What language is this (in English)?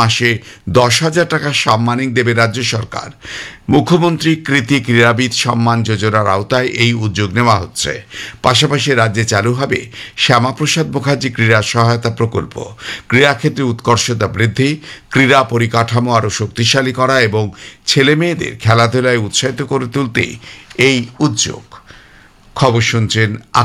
Bangla